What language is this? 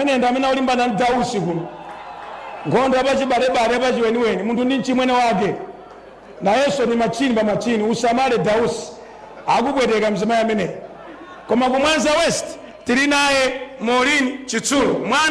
Nyanja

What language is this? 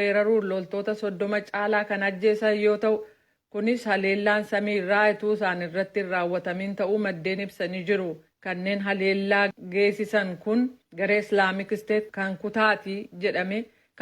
Oromo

